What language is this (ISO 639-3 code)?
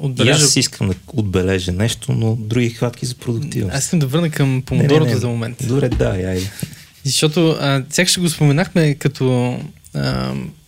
bul